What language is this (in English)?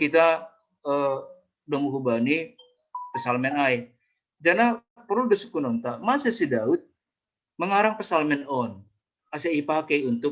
Batak Simalungun